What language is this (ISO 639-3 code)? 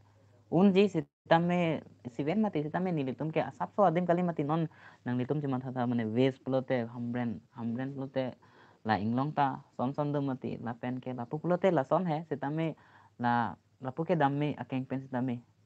mjw